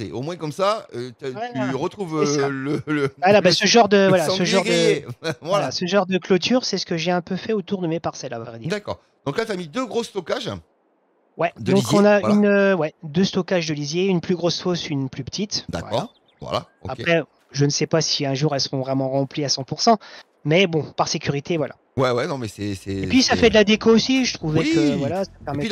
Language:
French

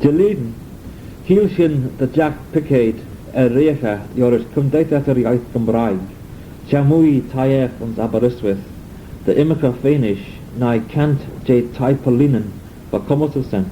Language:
Manx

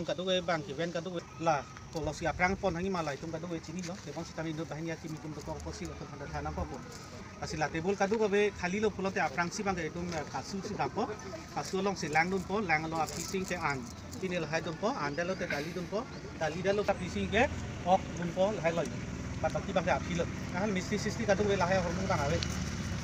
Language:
Karbi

